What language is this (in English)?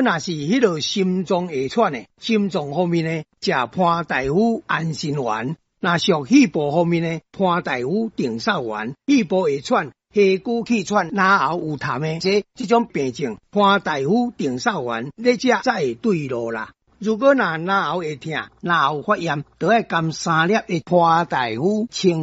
Min Nan Chinese